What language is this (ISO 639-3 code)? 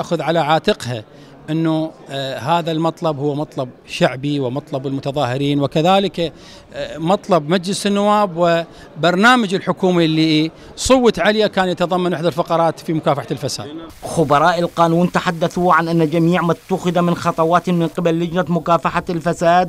ara